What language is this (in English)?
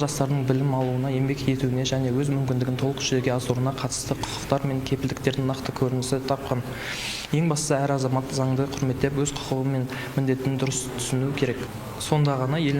Kazakh